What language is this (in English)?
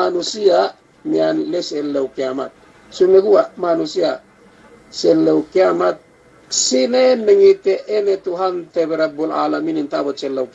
Yakan